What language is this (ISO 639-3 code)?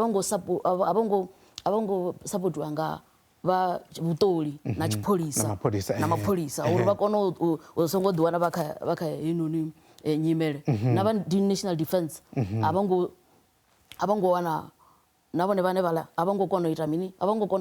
ven